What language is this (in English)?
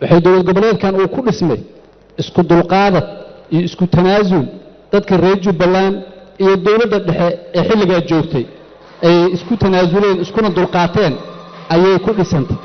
Somali